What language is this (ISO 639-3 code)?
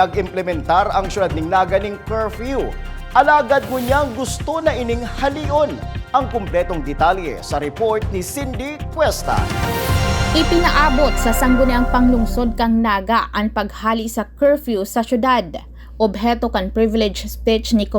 bik